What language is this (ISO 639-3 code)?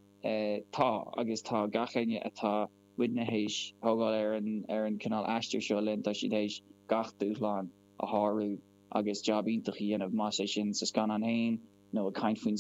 gle